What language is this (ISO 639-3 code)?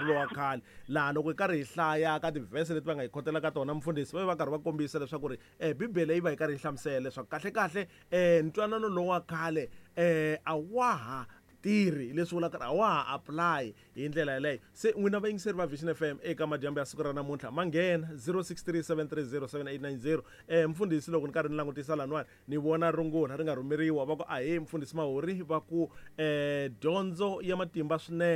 tso